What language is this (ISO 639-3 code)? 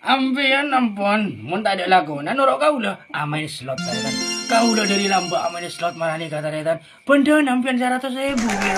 mad